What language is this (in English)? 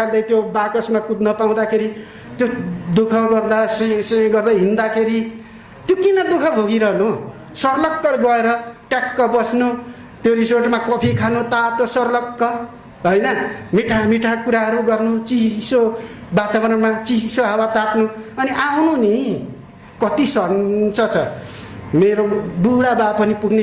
Nepali